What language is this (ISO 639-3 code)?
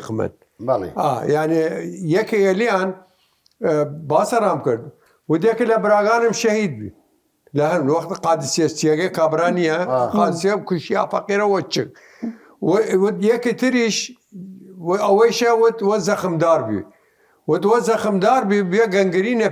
sdh